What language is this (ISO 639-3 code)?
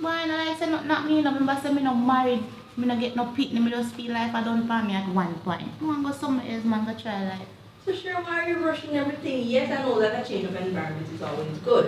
jam